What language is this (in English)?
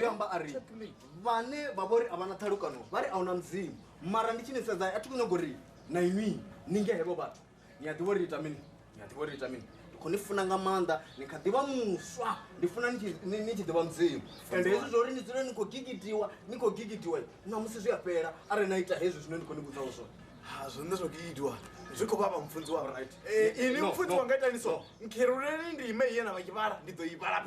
Venda